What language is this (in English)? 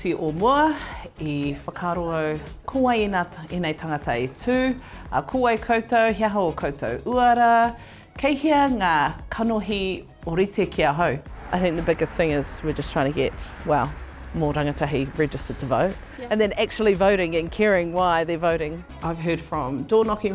Māori